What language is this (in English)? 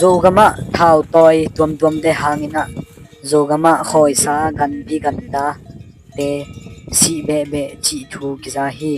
Tedim Chin